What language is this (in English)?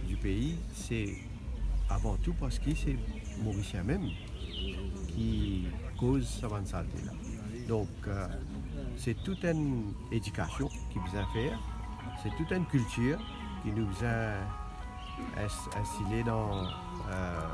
Morisyen